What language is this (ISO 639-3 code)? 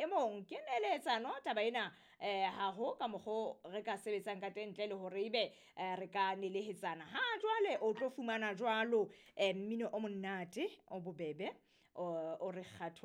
sot